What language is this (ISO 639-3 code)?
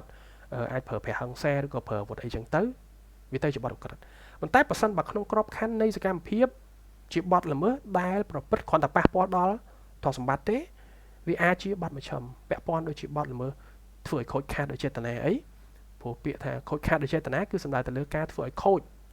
khm